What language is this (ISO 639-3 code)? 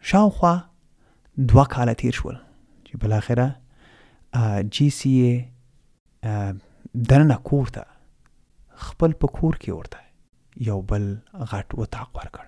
pus